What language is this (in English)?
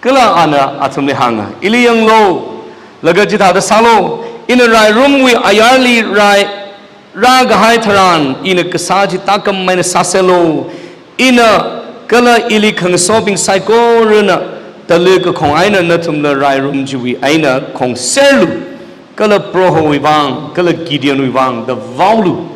Tangkhul Naga (India)